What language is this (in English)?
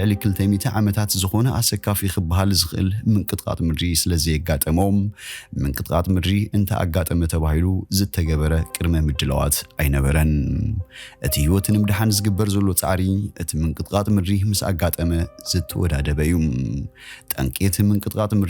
Tigrinya